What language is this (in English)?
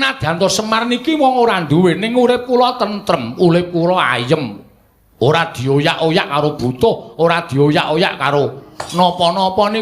Javanese